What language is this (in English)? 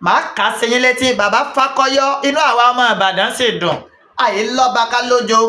Yoruba